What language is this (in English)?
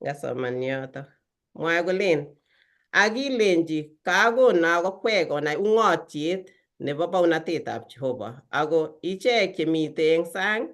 Kalenjin